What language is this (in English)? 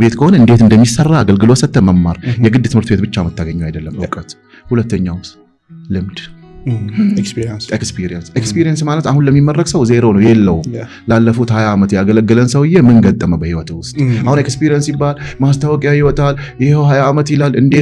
Amharic